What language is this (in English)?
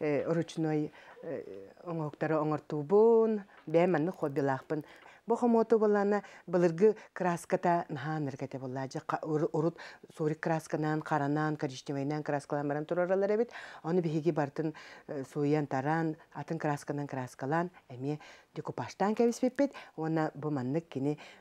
Yakut